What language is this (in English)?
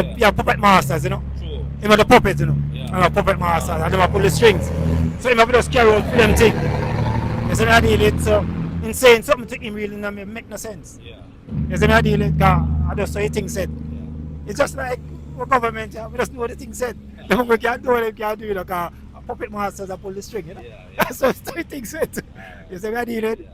Jamaican Creole English